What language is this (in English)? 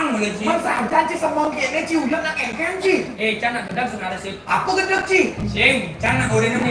Balinese